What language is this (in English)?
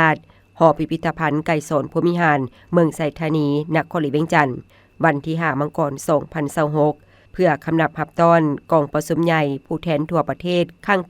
Lao